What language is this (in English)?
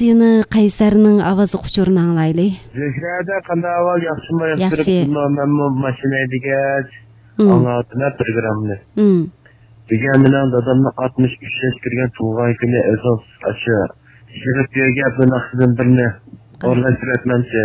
Uyghur